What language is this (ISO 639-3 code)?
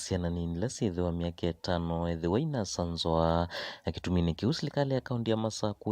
kam